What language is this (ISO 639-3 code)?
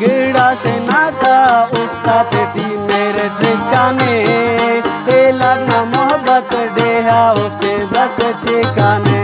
brh